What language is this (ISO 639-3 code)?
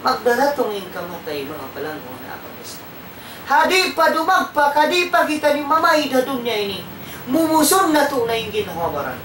tsg